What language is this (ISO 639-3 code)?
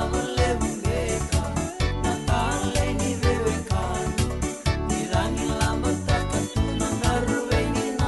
fij